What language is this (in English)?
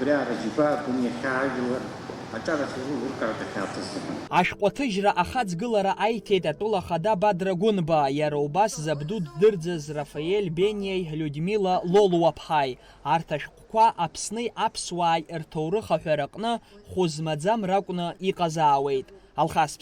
Abkhazian